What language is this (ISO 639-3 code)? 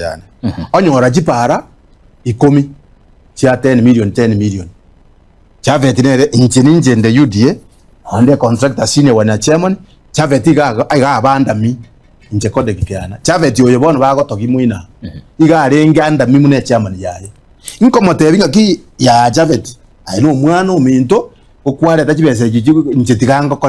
guz